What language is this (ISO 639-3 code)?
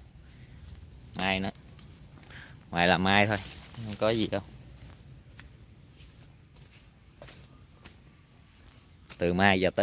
vie